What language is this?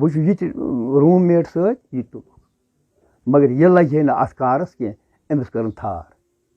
Kashmiri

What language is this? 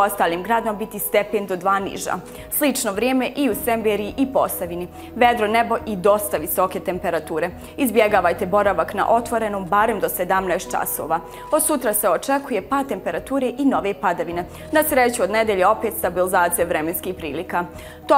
Bosnian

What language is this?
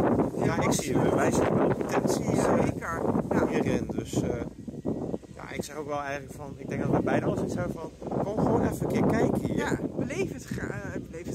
Dutch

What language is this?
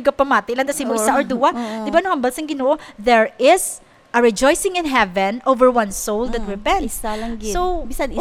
Hiligaynon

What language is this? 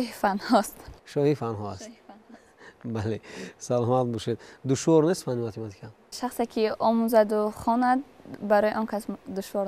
Tajik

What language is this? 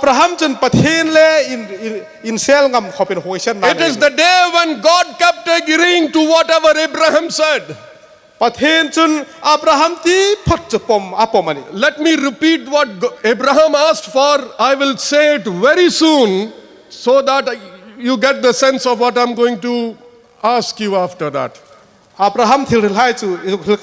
Hmar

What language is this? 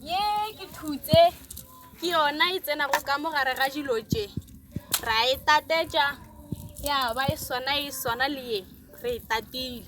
Northern Sotho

